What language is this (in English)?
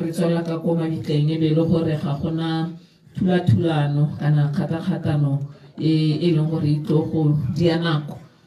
Tswana